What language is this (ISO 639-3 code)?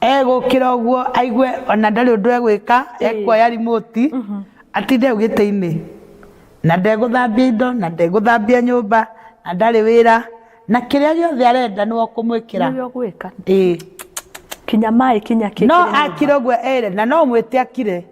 kik